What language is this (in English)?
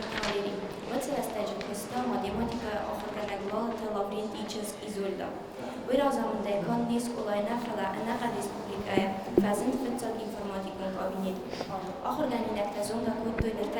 Ossetic